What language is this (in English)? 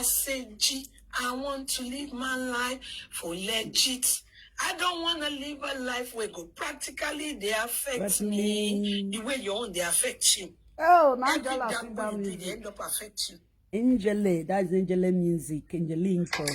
Nigerian Pidgin